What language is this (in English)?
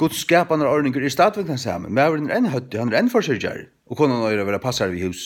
Faroese